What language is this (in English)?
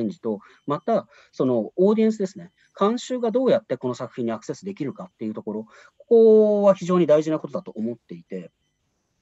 Japanese